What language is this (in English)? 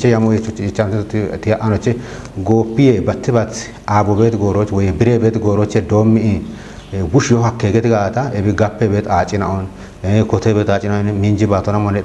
Kafa